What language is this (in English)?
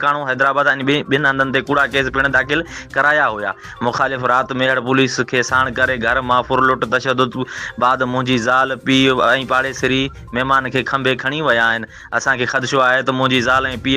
Sindhi